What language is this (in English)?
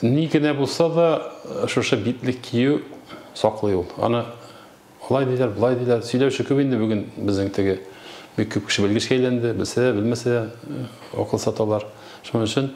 Tatar